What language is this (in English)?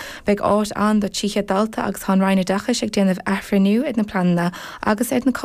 Irish